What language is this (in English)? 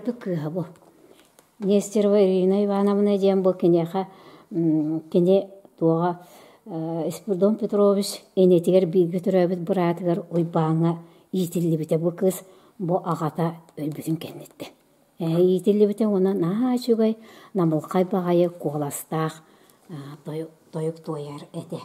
Yakut